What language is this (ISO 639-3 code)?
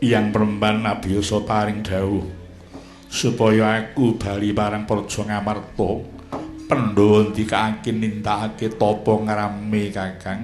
jav